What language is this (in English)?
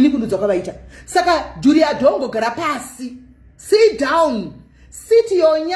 Shona